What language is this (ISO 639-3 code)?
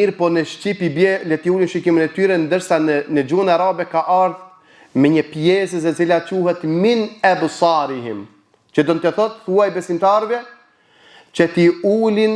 sqi